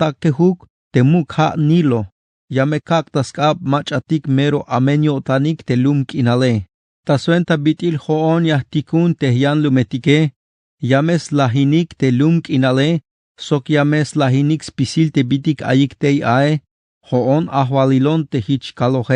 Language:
Tzeltal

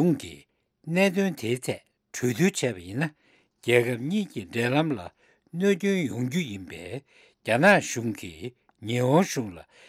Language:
Tibetan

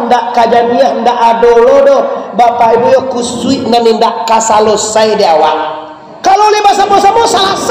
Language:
Minangkabau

